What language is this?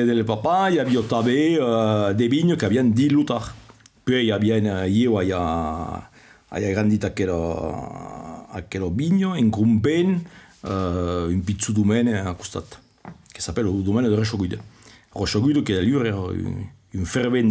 Occitan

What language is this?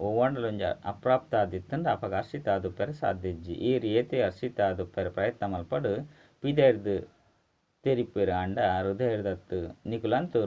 Tulu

